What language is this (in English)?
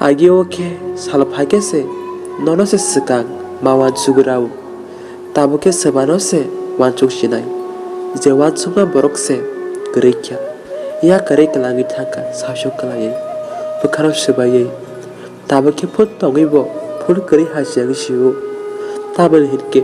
Kok Borok